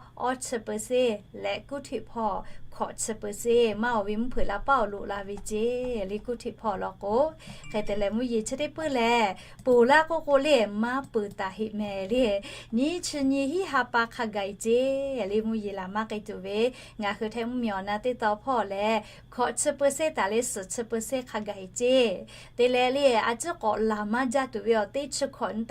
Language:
Lahu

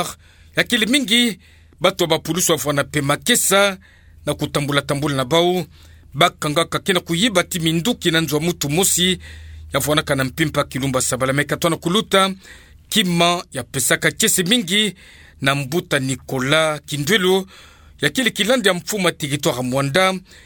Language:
Kituba (Democratic Republic of Congo)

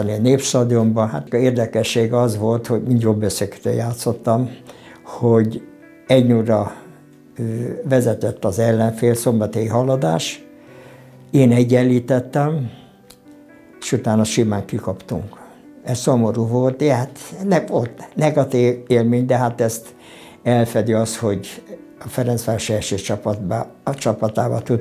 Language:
Hungarian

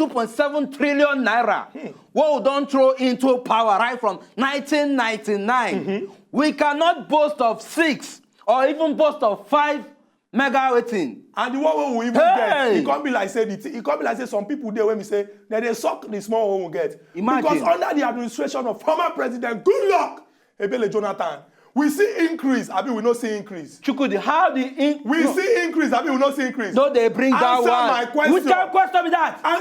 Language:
Nigerian Pidgin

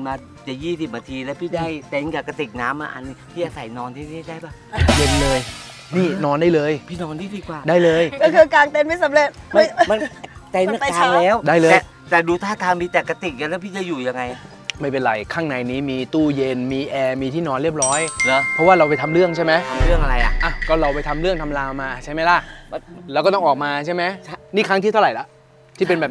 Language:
Thai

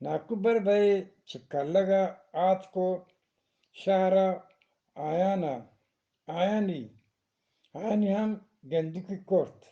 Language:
Eastern Balochi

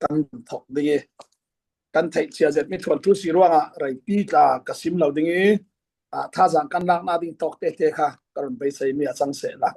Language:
Falam Chin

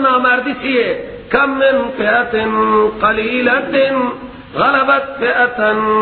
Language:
Persian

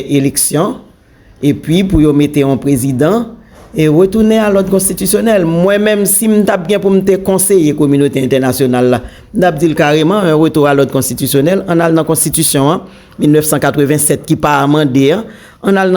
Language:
Haitian Creole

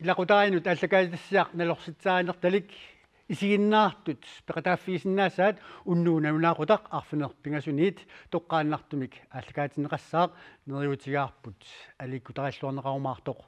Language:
Kalaallisut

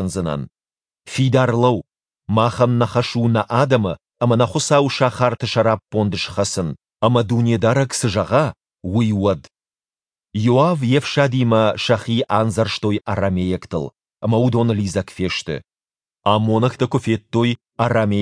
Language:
Ossetic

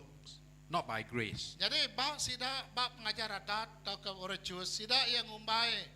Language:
Iban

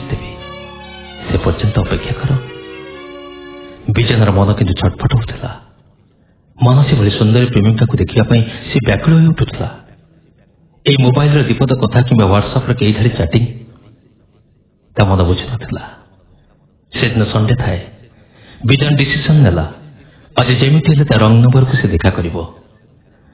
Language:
Odia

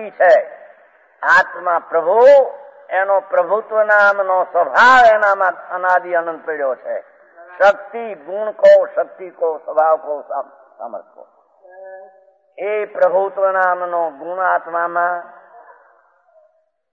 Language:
Gujarati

